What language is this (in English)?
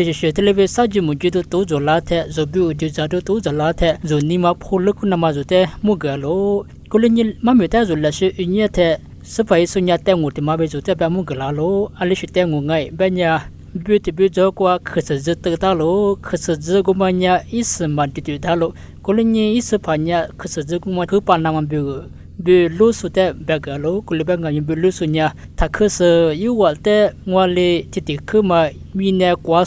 Lisu